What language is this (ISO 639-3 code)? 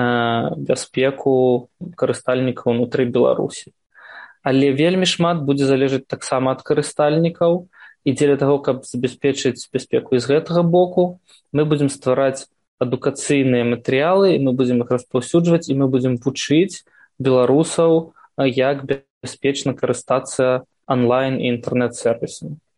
bel